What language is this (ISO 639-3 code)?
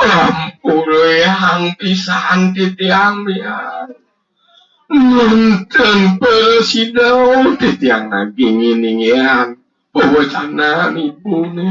ban